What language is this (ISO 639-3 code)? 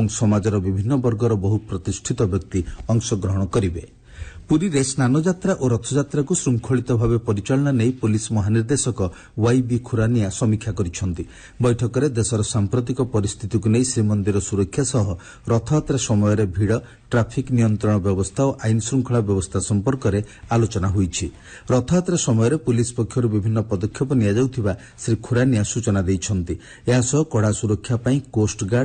ori